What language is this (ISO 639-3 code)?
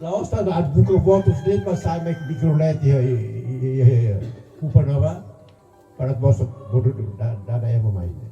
tet